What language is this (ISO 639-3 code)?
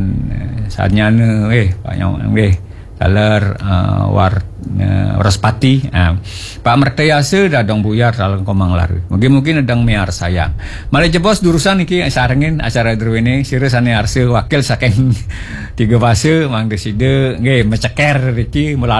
ban